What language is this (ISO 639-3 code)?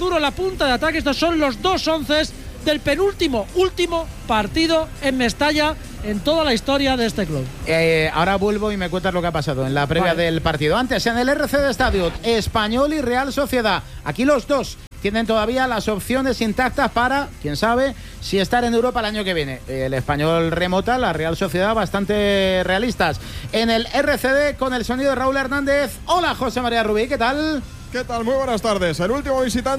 spa